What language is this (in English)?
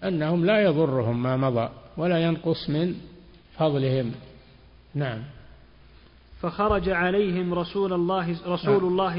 Arabic